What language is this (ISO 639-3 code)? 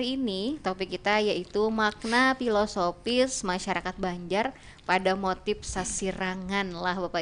bjn